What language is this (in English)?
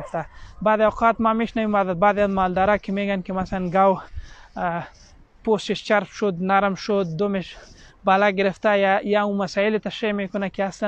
Pashto